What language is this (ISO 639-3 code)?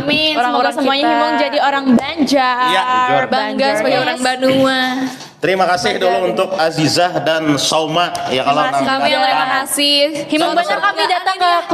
bjn